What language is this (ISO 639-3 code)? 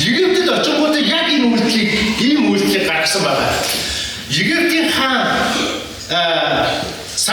mon